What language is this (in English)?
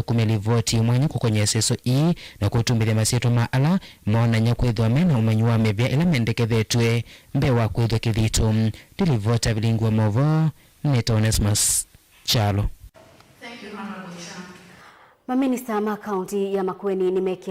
Kamba